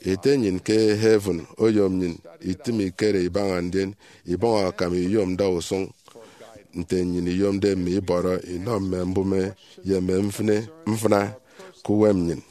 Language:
Efik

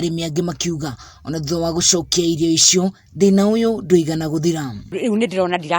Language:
Kikuyu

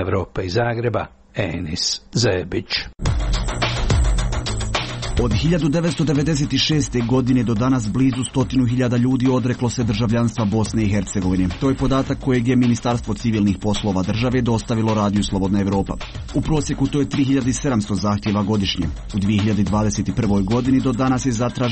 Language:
Croatian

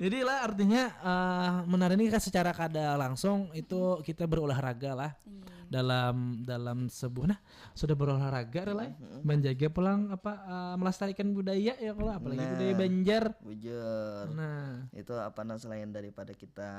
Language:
Banjar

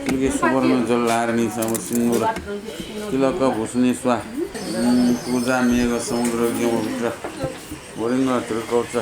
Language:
Newari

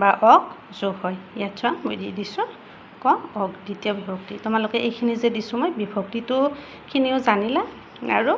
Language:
Assamese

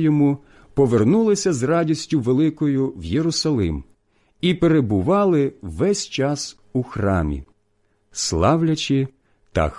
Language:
Ukrainian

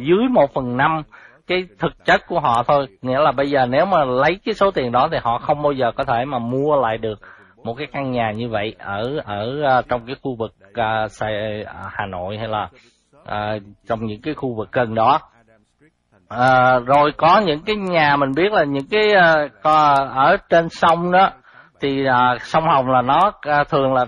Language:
Vietnamese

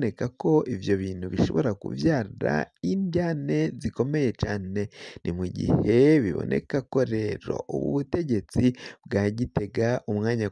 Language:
Rundi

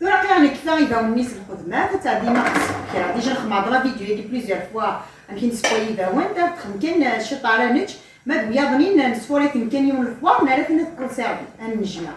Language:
Kabyle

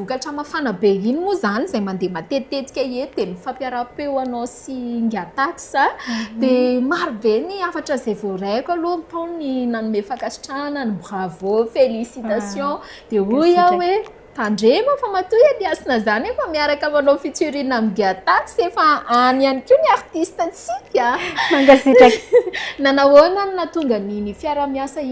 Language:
Malagasy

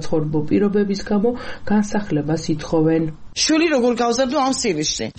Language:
Georgian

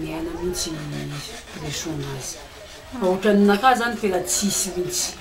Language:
Malagasy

